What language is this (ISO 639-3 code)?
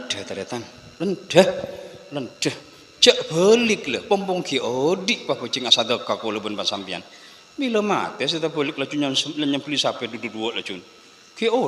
mad